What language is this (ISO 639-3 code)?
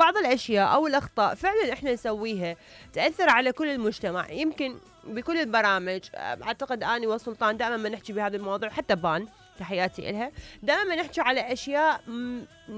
acm